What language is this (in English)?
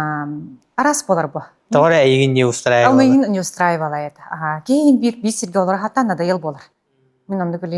Yakut